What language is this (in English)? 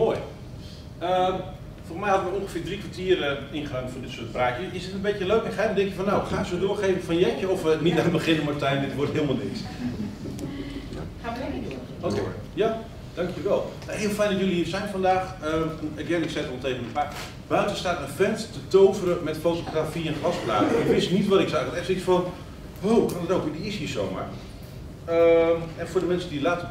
Dutch